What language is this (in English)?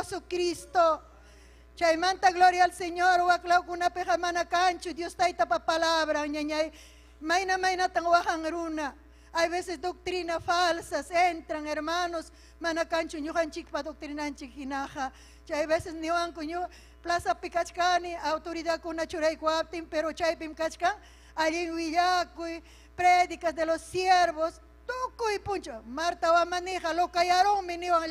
Ayacucho Quechua